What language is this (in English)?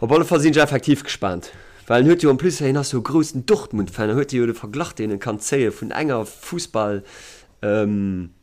Luxembourgish